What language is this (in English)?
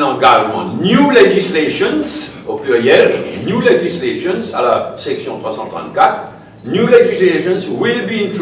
Morisyen